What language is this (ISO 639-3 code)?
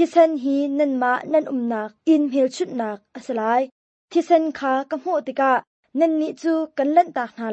cnh